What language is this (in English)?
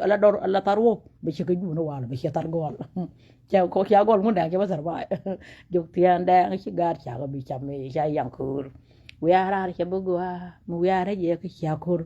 Nuer